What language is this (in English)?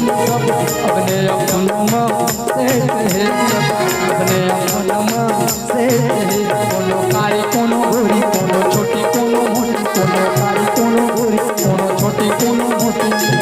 Chhattisgarhi